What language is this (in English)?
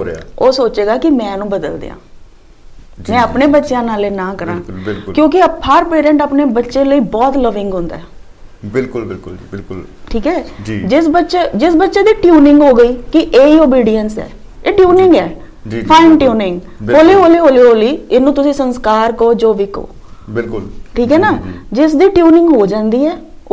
Punjabi